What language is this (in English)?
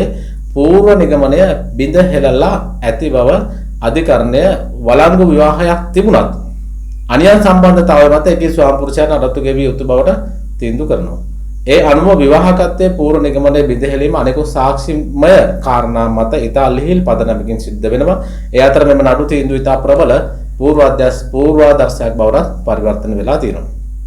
Sinhala